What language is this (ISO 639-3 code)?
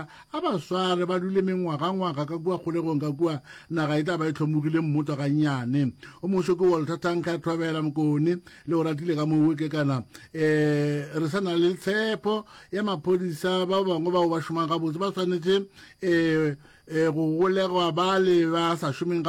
nso